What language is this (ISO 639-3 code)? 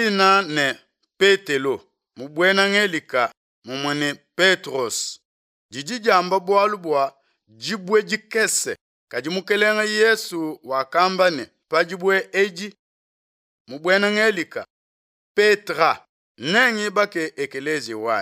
lua